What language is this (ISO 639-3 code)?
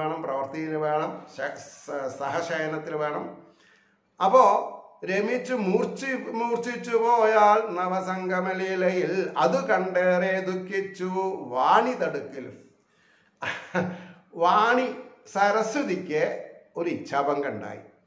mal